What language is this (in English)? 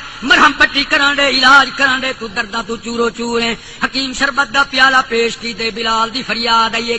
Saraiki